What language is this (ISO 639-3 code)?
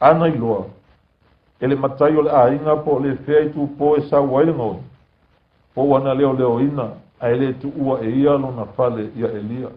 smo